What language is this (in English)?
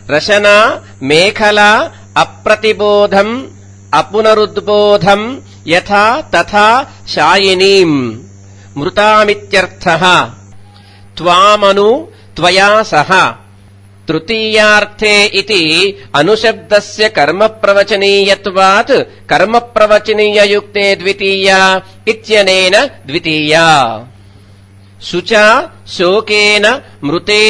Sanskrit